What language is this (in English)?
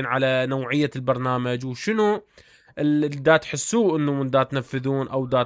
Mesopotamian Arabic